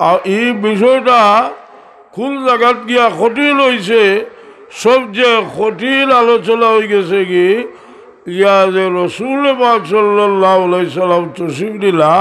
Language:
Sylheti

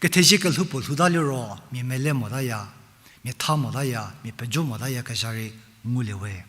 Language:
Angami Naga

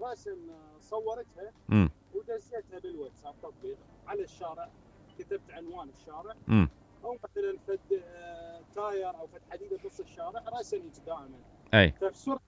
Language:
Mesopotamian Arabic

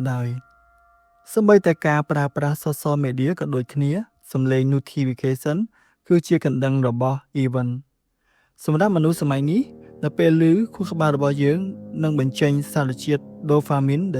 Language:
Khmer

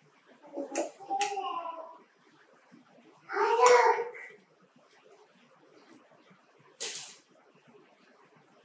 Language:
Tamil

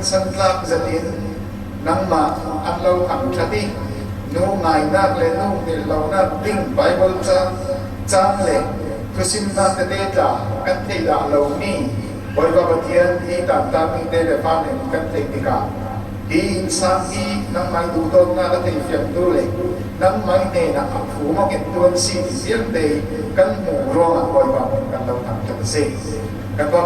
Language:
Falam Chin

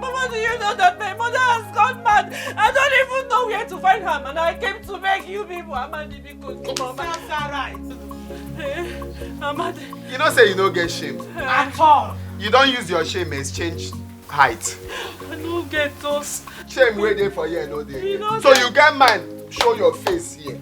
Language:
Nigerian Pidgin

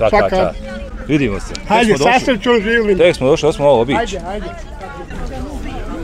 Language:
Bosnian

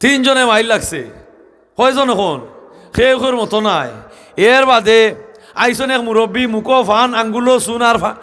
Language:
Sylheti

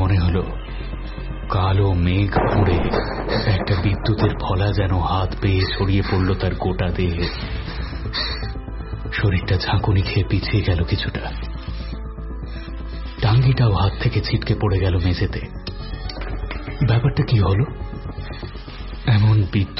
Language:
Bangla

